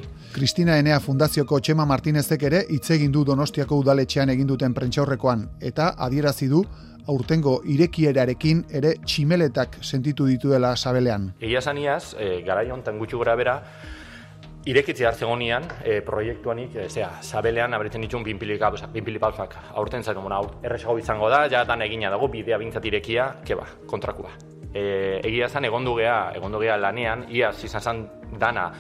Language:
Basque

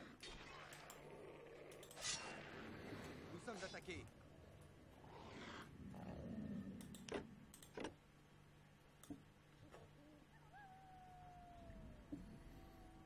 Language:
French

